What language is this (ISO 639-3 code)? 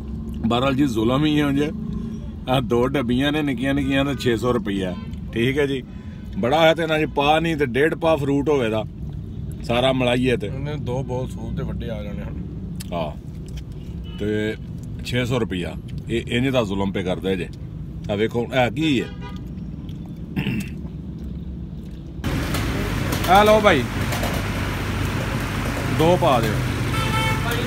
pan